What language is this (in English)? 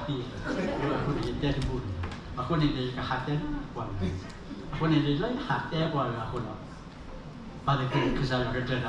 S'gaw Karen